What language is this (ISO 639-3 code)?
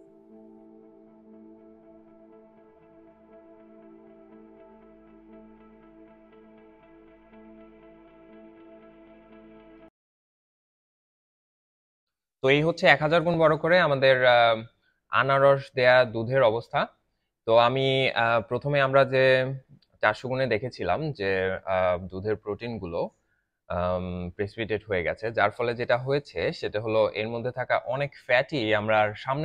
ben